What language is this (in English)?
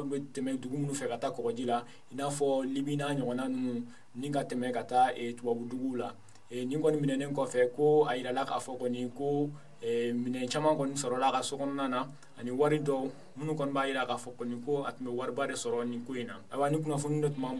Bambara